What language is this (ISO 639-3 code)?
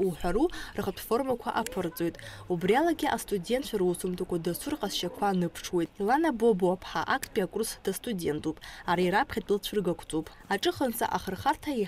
abk